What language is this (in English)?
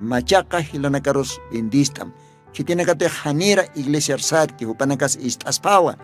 Aymara